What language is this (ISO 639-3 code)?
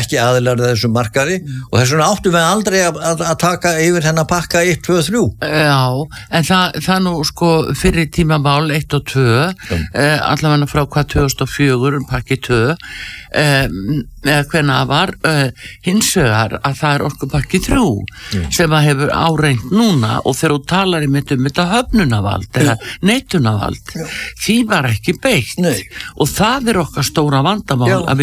isl